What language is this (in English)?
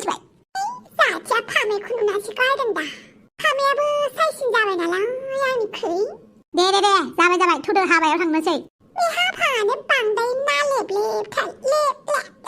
Bodo